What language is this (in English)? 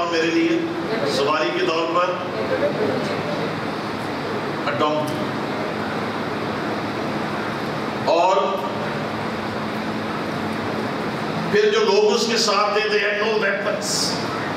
Urdu